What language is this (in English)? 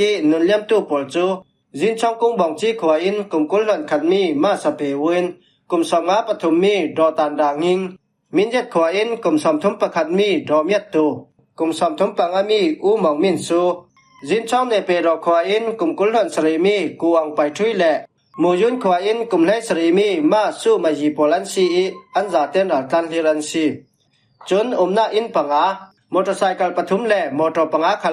Falam Chin